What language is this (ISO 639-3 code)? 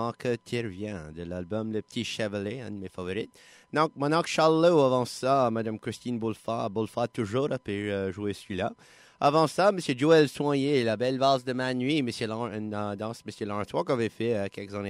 frc